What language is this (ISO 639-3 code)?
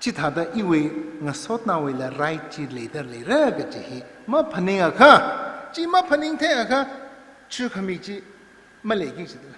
nmf